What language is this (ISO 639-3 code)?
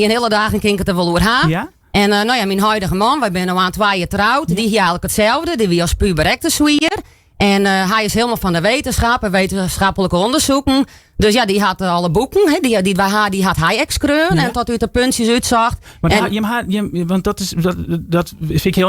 fry